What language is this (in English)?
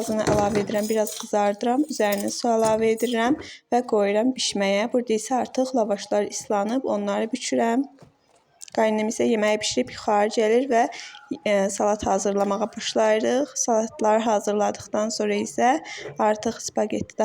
Azerbaijani